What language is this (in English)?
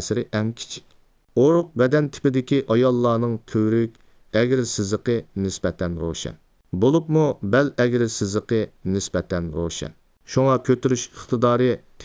Uyghur